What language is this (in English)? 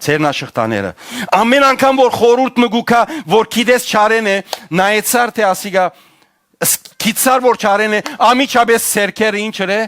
Western Armenian